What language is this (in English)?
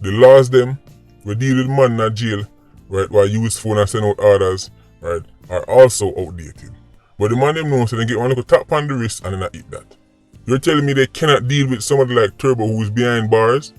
Jamaican Creole English